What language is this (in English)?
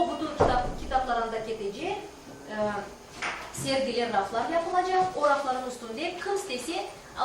Crimean Tatar